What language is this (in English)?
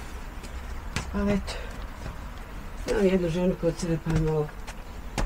Bosnian